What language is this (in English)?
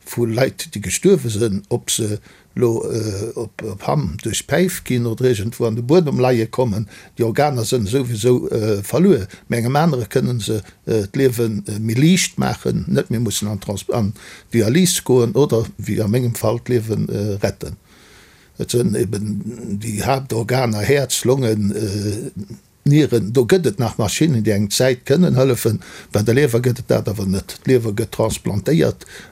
Luxembourgish